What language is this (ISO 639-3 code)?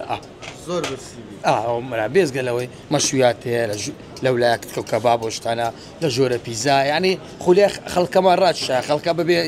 ckb